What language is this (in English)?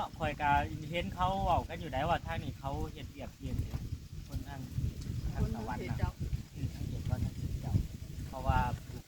Northeastern Thai